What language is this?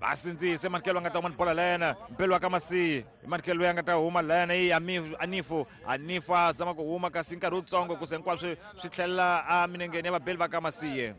Tsonga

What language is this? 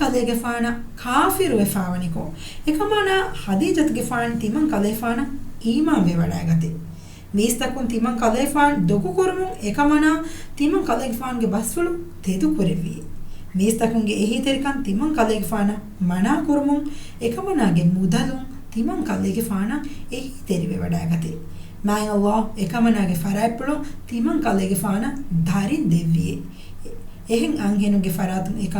Divehi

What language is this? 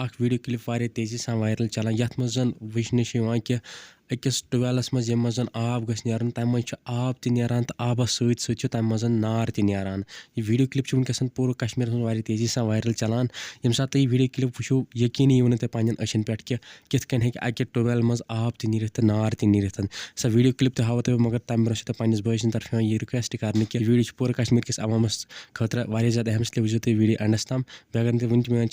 Kashmiri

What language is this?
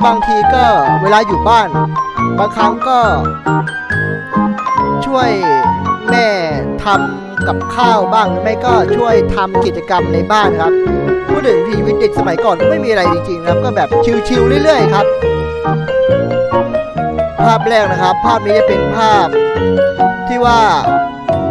Thai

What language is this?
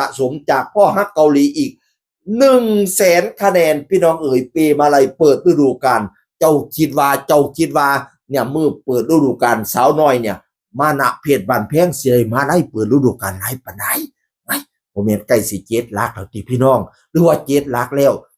Northeastern Thai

